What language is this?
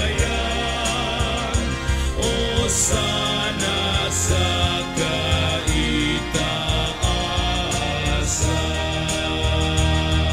Bikol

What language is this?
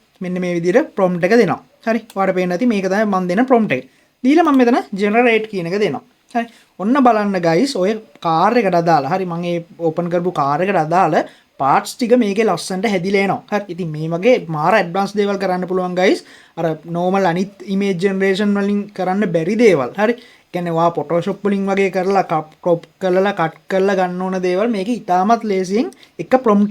Sinhala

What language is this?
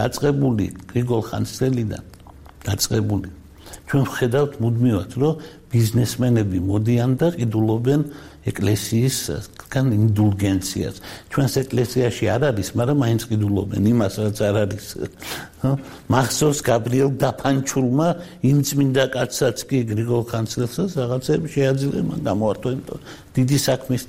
Georgian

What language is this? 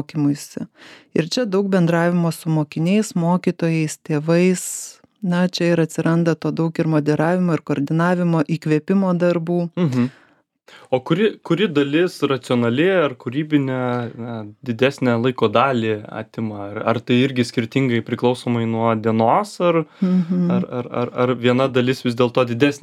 Lithuanian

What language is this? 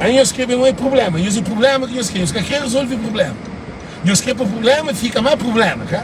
Kabuverdianu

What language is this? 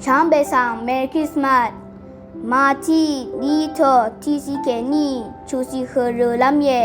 Rawang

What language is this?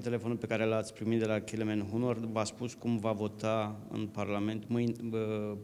Romanian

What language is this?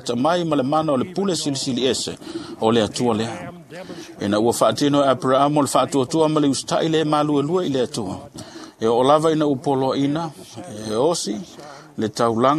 Samoan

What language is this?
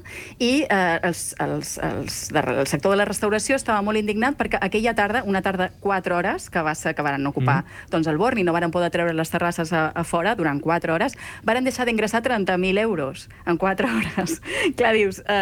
Catalan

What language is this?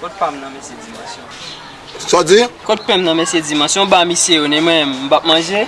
Haitian Creole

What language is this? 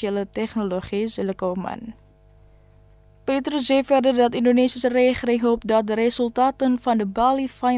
Dutch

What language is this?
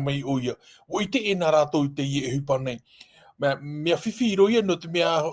Tahitian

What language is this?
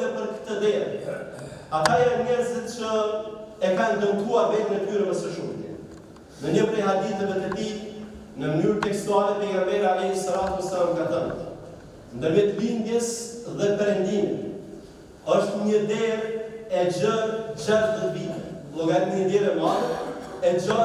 Albanian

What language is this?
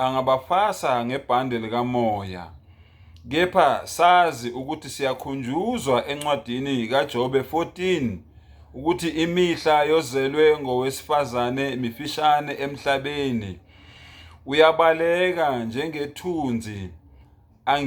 Zulu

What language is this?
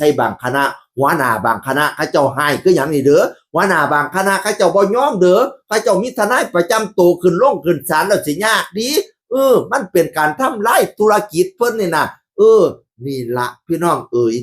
Northeastern Thai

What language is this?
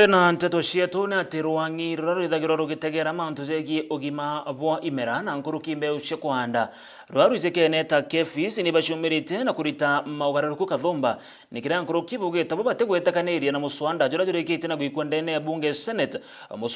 Meru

